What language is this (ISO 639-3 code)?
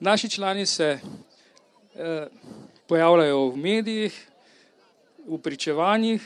slv